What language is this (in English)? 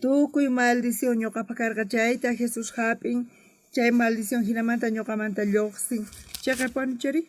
South Bolivian Quechua